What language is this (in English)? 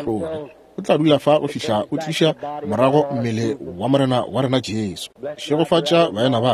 Northern Sotho